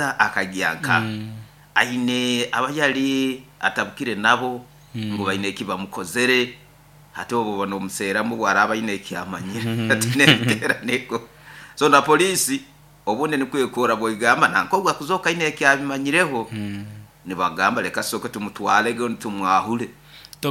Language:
Nyoro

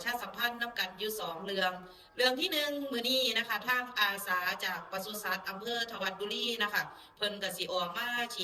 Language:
Northeastern Thai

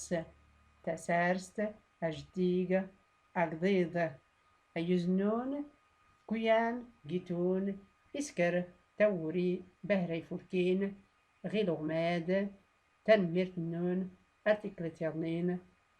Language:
Tachelhit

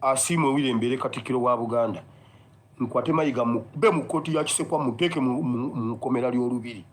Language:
Ganda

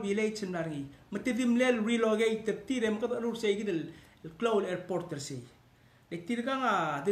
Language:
Palauan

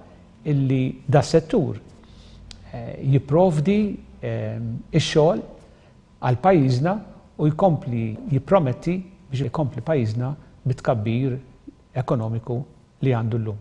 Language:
Maltese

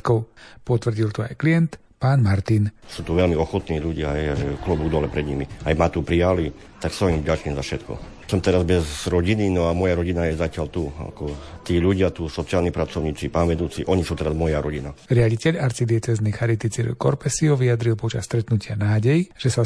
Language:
Slovak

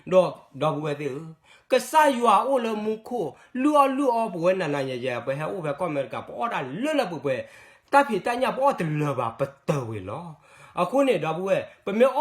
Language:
S'gaw Karen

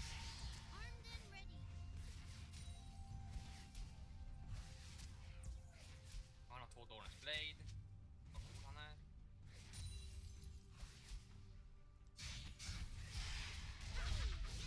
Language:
Swedish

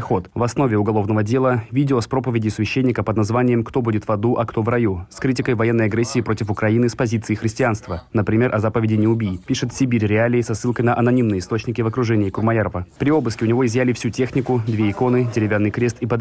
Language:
Russian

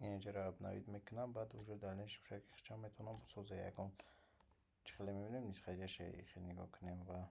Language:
Tajik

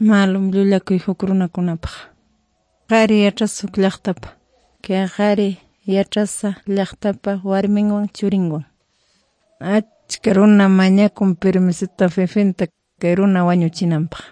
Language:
Quechua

